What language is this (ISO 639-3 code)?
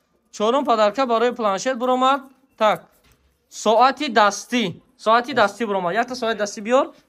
tgk